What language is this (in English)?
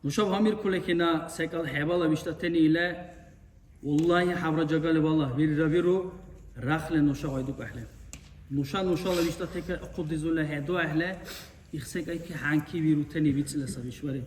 Dargwa